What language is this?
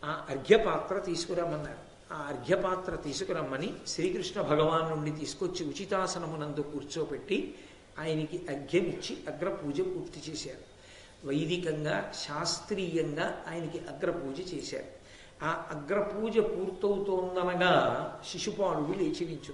Telugu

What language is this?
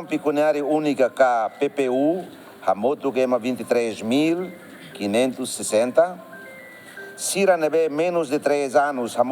Tetum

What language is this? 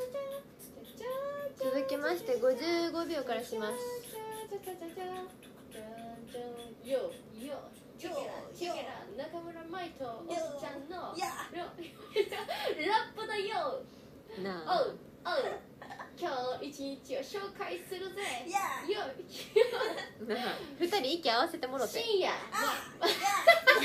Japanese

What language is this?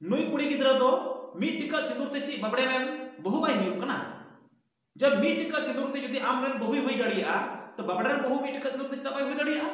Santali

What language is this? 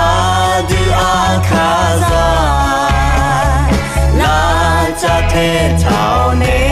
Akha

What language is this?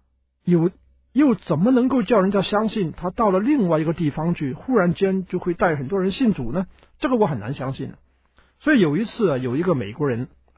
Chinese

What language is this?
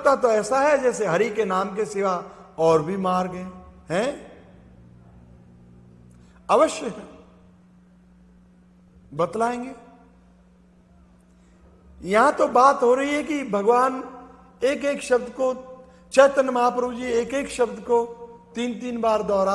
Hindi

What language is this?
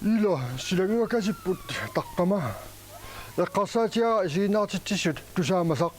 Kalaallisut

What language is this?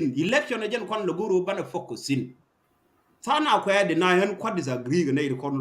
Nuer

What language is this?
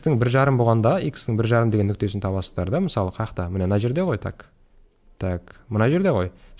Kazakh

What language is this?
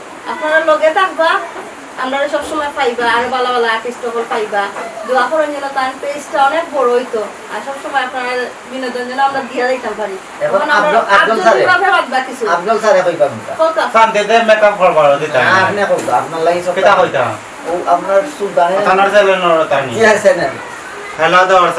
Sylheti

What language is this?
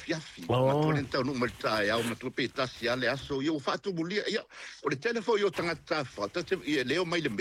Samoan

